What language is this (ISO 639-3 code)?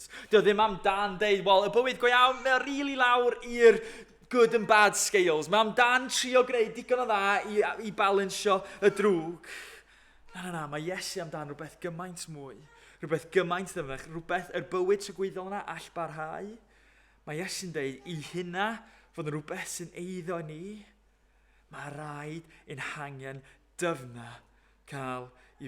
cym